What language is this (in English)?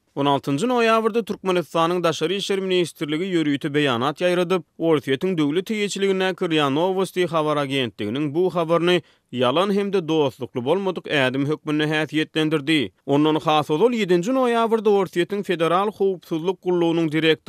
Turkmen